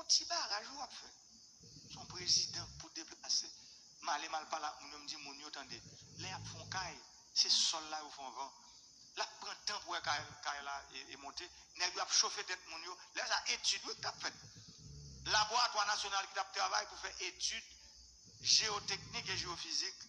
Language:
Haitian Creole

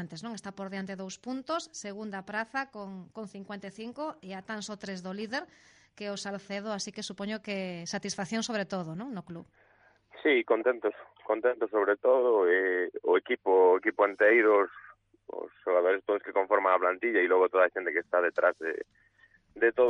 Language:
Galician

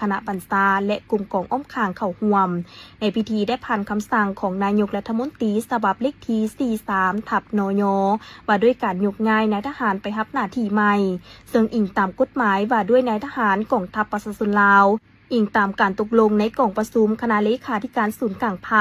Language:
Lao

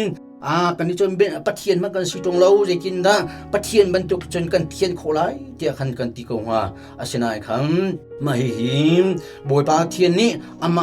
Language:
Hakha Chin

